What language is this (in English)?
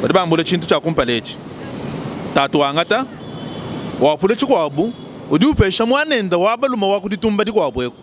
Luba-Lulua